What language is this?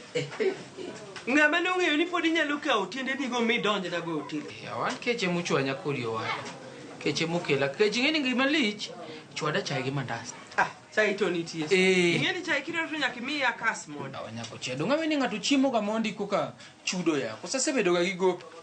Luo (Kenya and Tanzania)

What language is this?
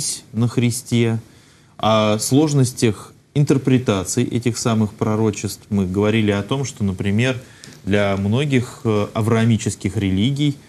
Russian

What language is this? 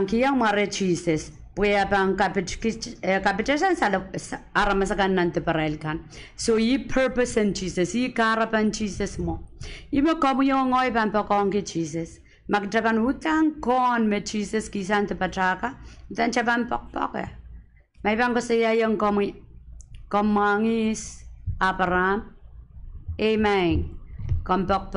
Pohnpeian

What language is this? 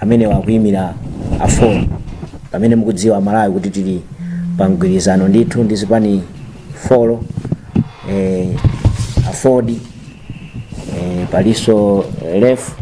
Nyanja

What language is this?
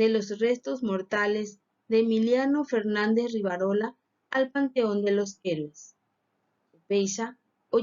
Guarani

